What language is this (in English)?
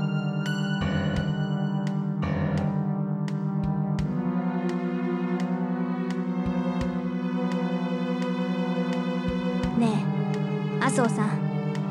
Japanese